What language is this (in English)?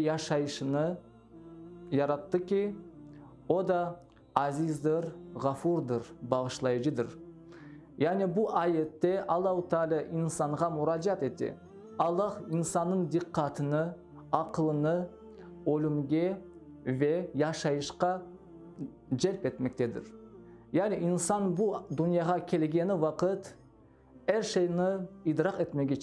Crimean Tatar